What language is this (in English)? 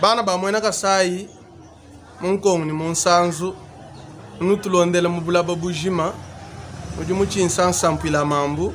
Luba-Lulua